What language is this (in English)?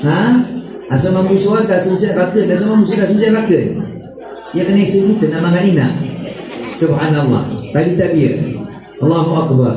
Maranao